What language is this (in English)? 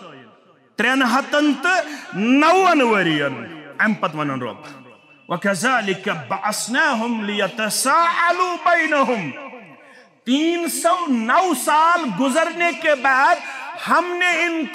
Kashmiri